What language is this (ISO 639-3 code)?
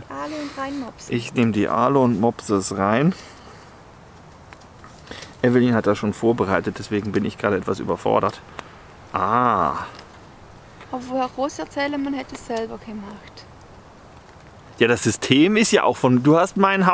deu